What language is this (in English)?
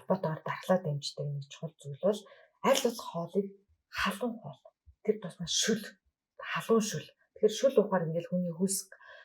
Mongolian